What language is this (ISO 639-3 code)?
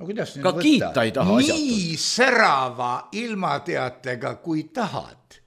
est